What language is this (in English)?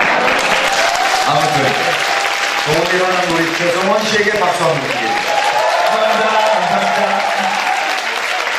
Korean